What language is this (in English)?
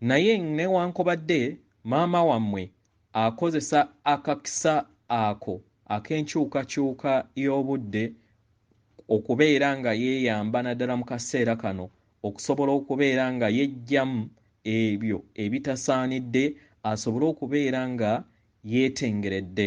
Ganda